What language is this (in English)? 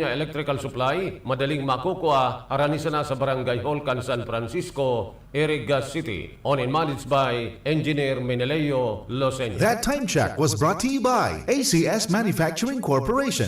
Bikol